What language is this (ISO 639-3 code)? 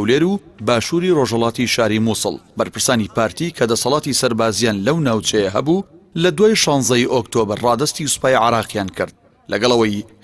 ckb